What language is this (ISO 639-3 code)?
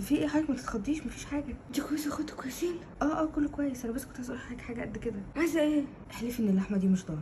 arz